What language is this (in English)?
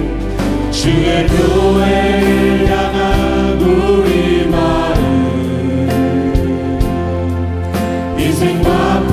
Korean